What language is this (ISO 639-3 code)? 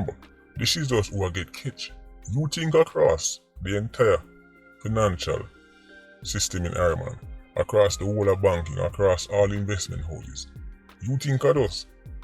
jam